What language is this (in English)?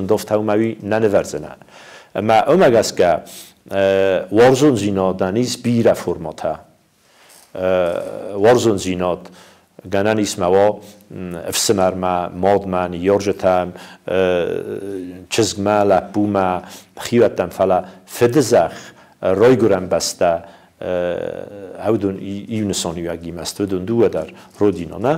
Ossetic